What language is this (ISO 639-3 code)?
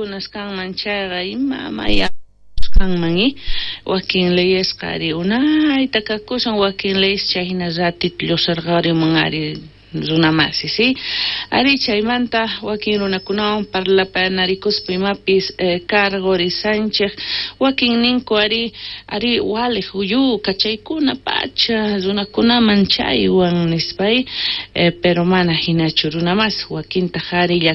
quh